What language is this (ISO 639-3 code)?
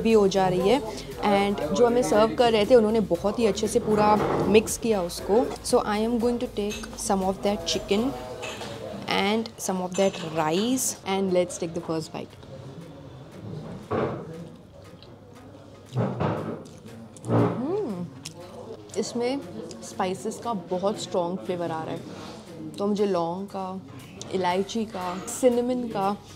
hin